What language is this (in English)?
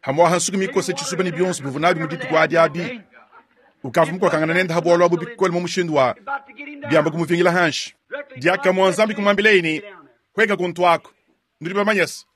Luba-Lulua